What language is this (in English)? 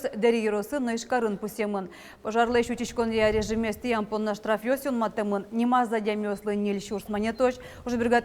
Udmurt